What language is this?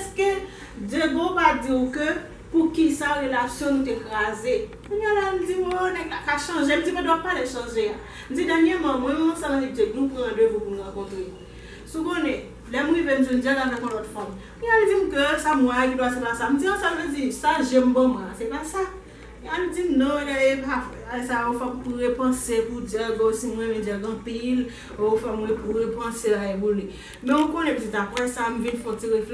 Haitian Creole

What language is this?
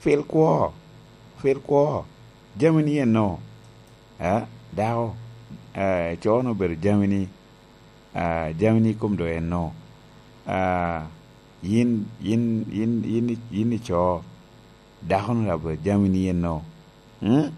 Lango (Uganda)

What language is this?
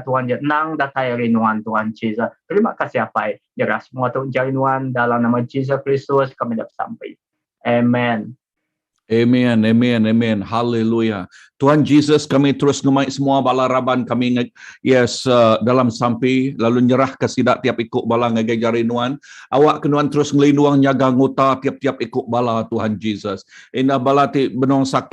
Iban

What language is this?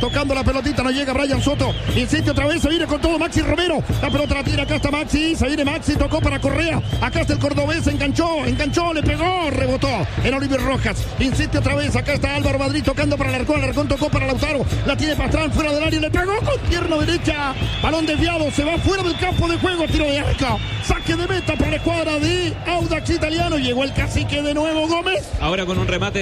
Spanish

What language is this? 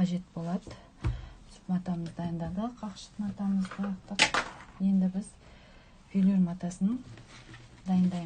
Kazakh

